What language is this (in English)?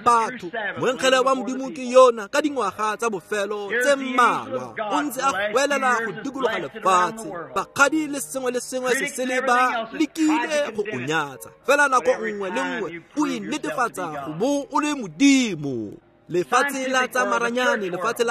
Tswana